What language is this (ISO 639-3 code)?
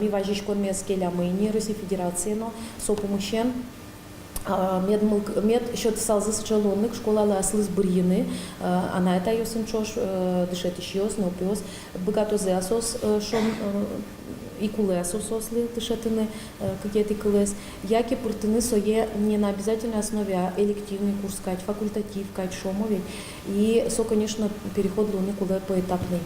udm